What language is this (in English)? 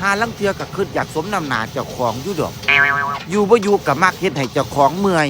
Northeastern Thai